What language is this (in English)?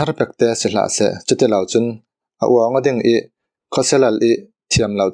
Falam Chin